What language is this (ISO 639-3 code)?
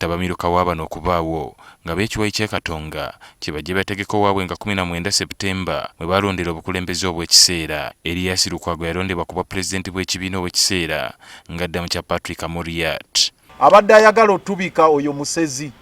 lug